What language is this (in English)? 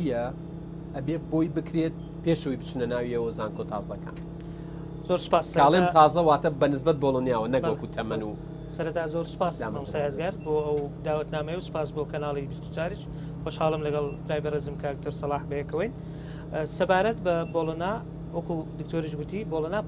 Central Kurdish